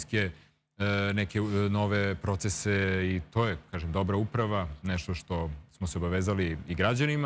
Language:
Serbian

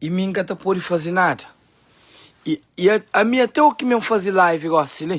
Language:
Kabuverdianu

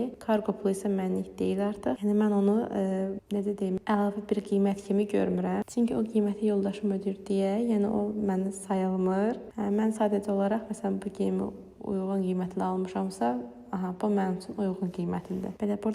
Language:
Azerbaijani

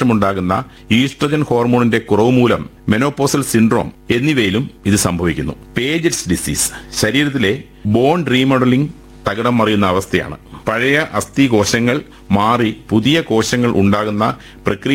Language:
Malayalam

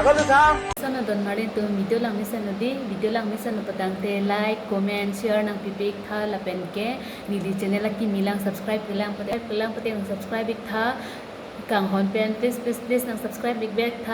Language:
Karbi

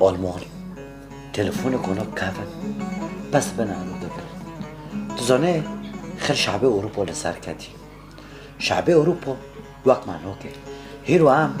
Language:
Kurdish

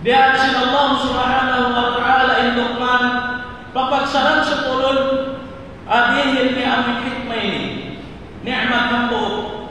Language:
Tausug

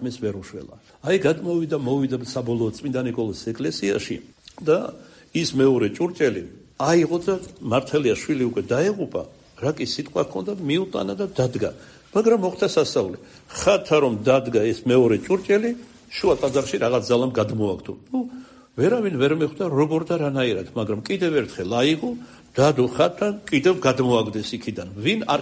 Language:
Georgian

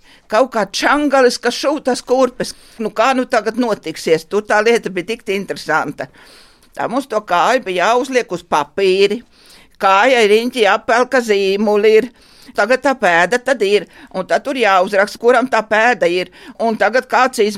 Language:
Latvian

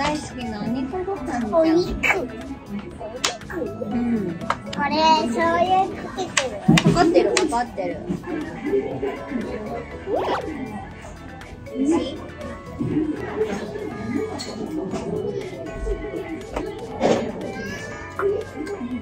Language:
Japanese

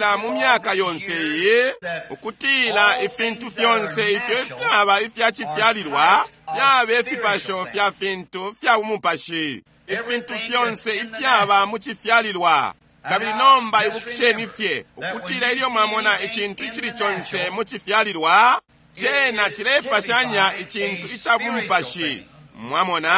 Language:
Bemba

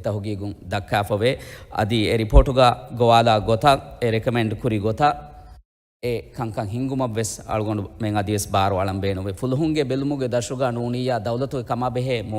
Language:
Divehi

